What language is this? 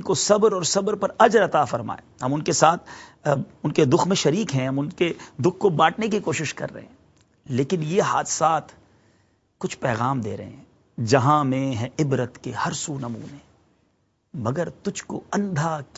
Urdu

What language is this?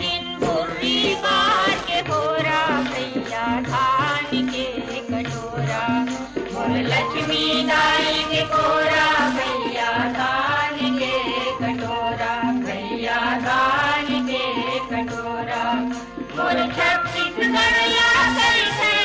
Chhattisgarhi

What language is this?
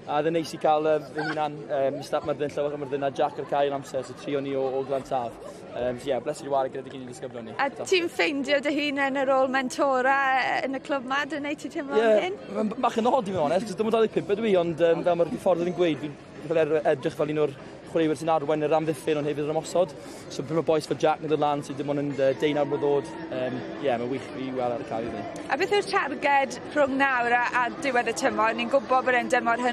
Welsh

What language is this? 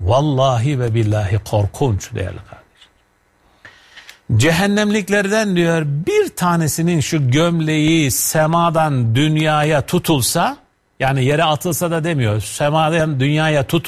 Turkish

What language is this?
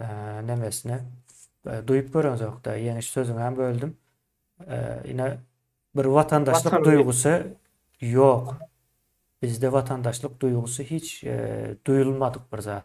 Turkmen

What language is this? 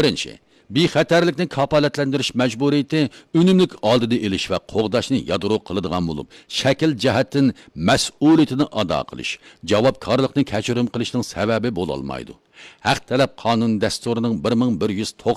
Uyghur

